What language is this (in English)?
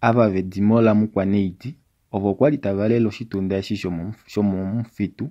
Kuanyama